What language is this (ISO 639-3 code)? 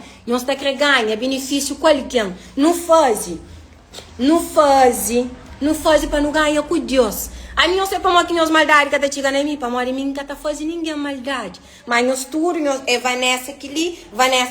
kea